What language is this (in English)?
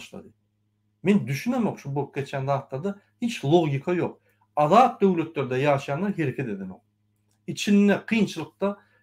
Turkmen